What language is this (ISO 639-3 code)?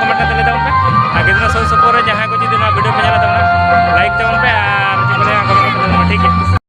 sat